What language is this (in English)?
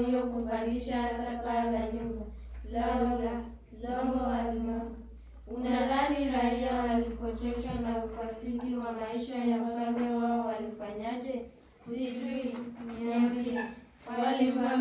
Swahili